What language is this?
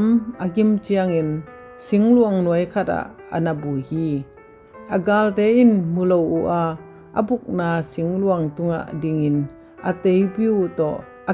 Tedim Chin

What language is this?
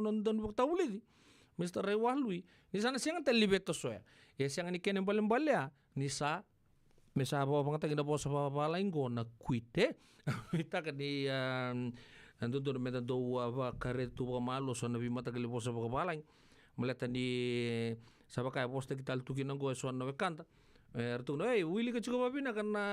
Fijian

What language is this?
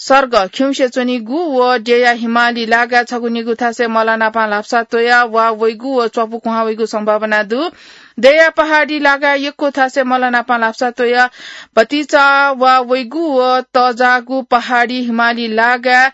Newari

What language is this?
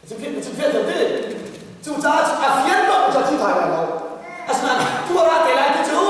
Hakha Chin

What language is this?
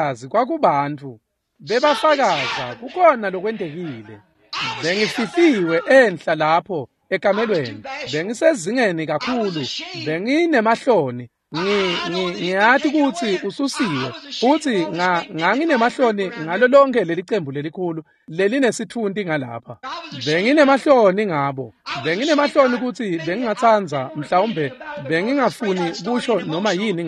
Swati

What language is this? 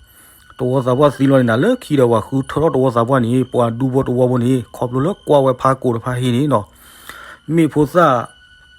S'gaw Karen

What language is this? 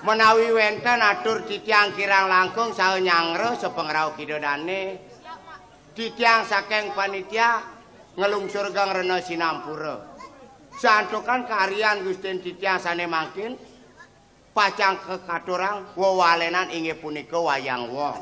Balinese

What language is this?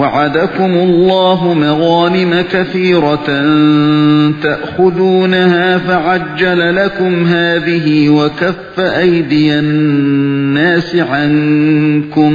Uyghur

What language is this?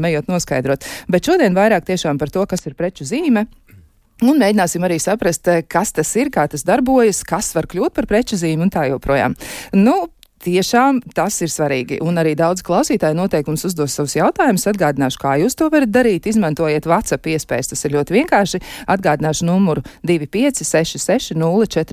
Latvian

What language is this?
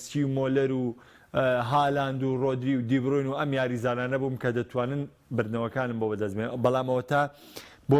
Central Kurdish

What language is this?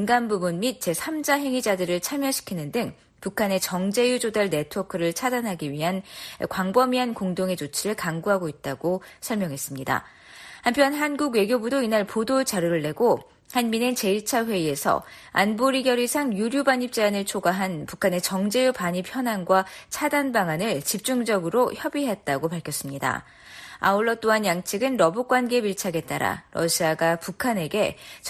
Korean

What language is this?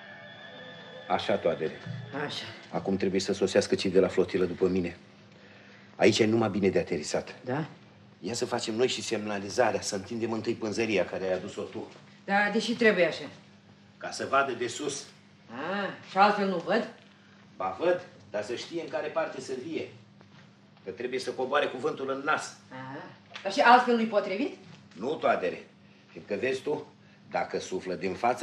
Romanian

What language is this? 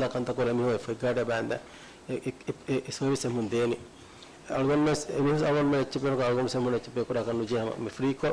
Divehi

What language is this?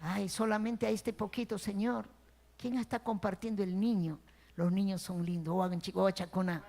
Ayacucho Quechua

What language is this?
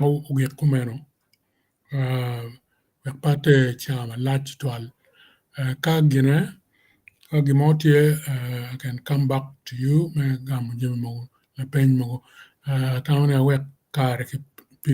Acoli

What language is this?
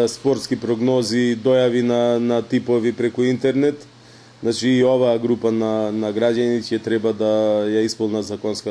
Macedonian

